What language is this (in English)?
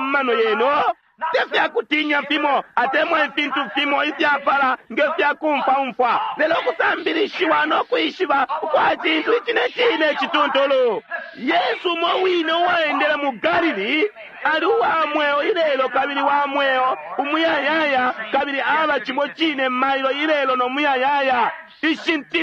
Bemba